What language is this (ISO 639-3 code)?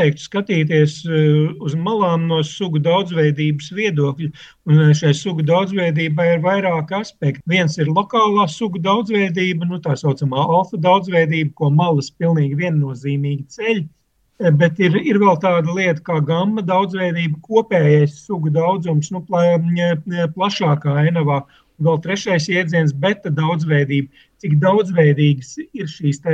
lav